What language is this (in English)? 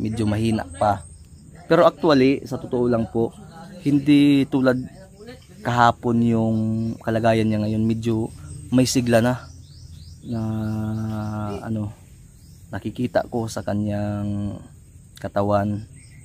Filipino